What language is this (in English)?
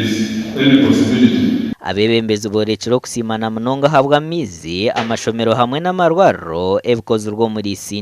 Nyankole